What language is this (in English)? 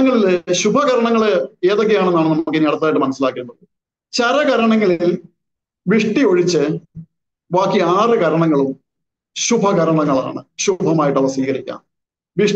Malayalam